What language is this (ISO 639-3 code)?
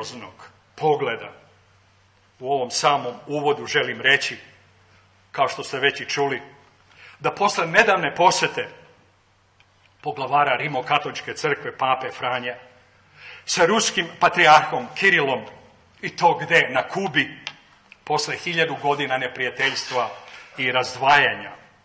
srp